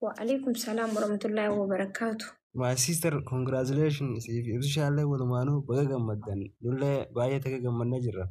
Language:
Oromo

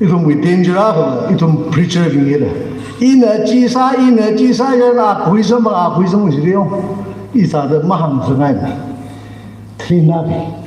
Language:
Tangkhul Naga (India)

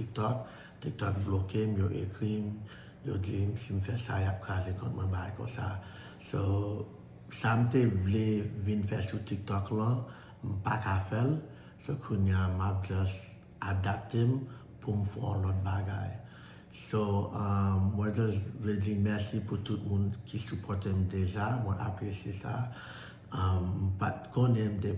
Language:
Haitian Creole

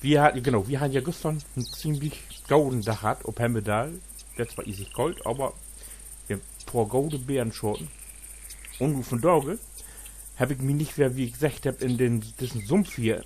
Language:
Low German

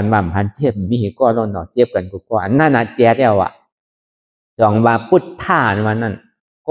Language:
Shan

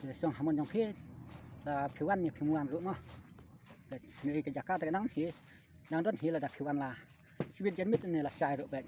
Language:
Khasi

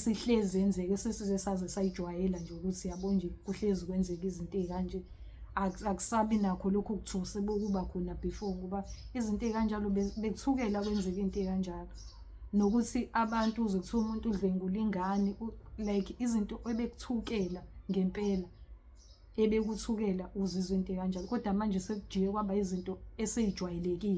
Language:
Zulu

